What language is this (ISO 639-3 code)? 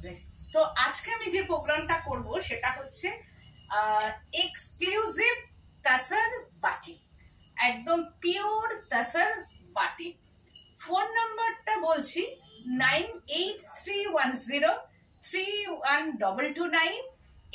ben